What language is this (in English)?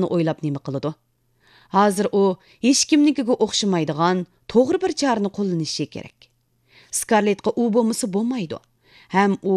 Uyghur